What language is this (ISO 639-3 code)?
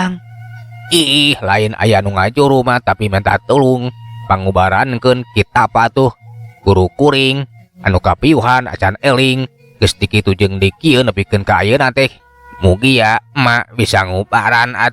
sun